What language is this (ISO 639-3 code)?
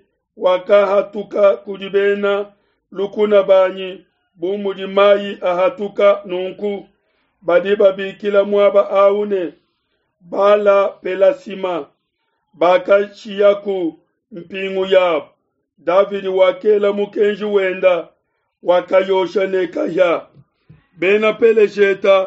lua